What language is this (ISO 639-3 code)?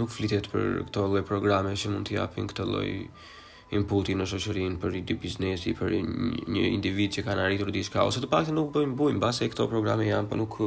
sqi